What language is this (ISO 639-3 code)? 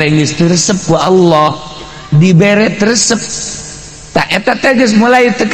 sun